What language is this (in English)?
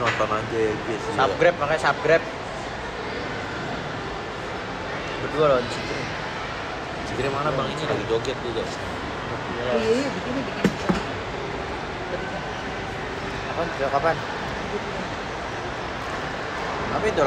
Indonesian